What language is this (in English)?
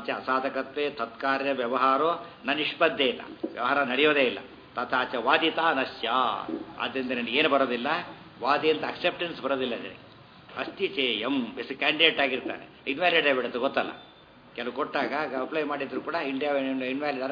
Kannada